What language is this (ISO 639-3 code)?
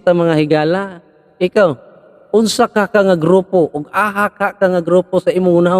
ceb